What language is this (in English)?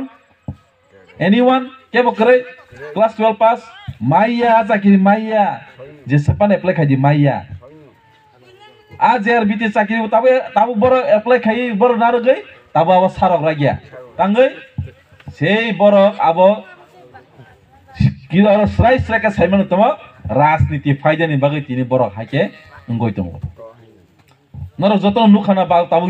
Kok Borok